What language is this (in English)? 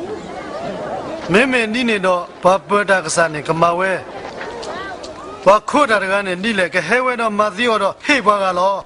S'gaw Karen